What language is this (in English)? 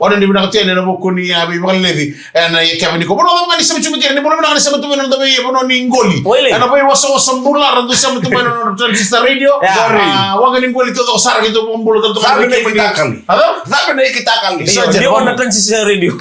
Fijian